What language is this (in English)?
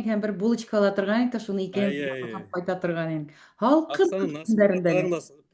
Bashkir